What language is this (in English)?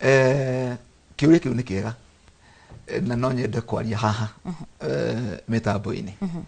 Kikuyu